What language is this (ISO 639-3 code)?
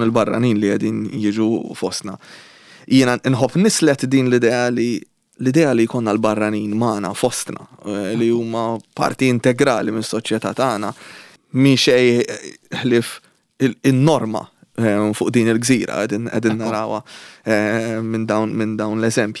mlt